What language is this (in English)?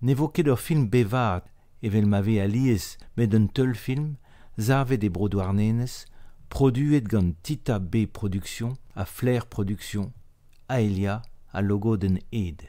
Breton